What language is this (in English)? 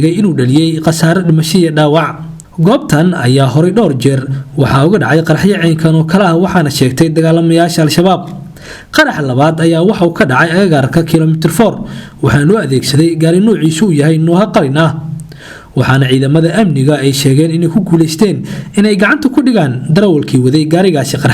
Somali